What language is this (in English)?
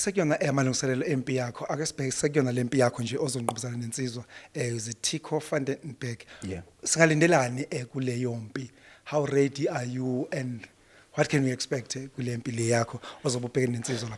Zulu